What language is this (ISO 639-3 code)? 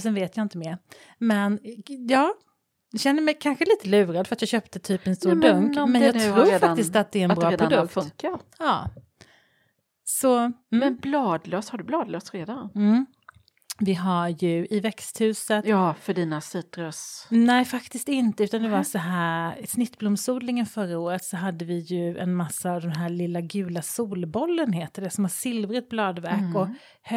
swe